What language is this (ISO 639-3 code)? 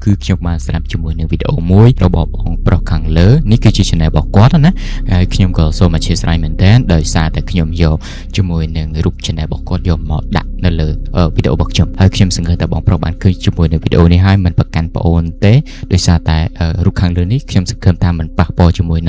khm